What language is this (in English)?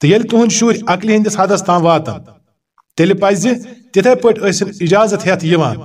Kashmiri